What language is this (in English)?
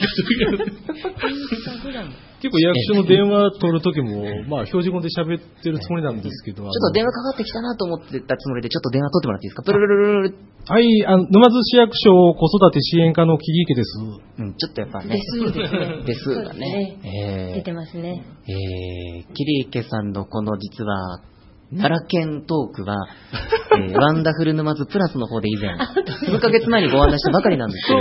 Japanese